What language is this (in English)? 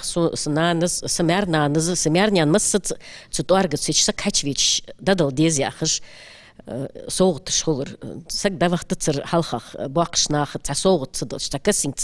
Ingush